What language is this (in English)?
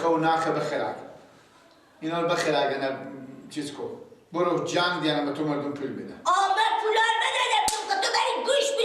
Persian